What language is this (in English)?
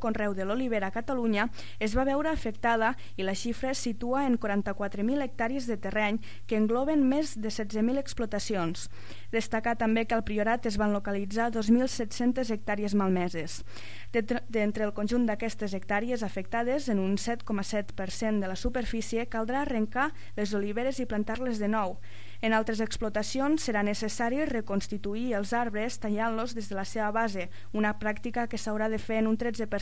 Catalan